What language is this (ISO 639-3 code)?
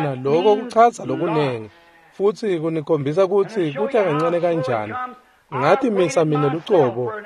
ssw